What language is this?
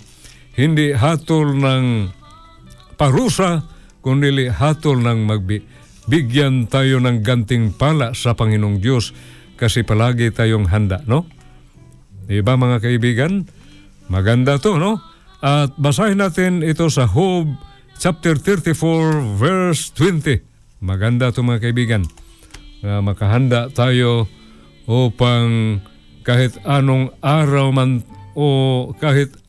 Filipino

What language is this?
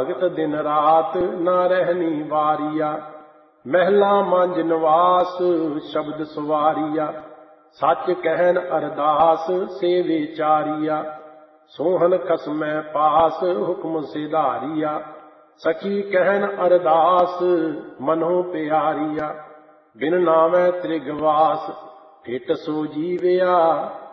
Punjabi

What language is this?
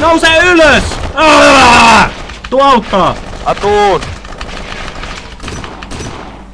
Finnish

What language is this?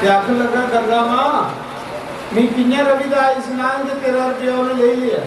Dogri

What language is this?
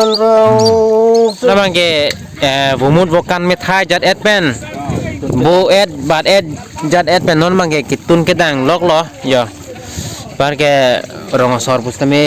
Karbi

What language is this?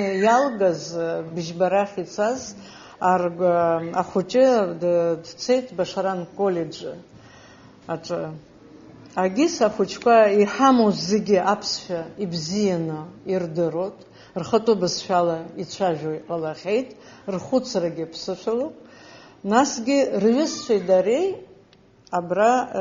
Abkhazian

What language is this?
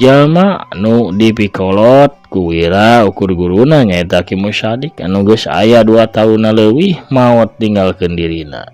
Sundanese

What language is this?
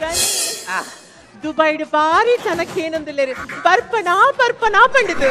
Tulu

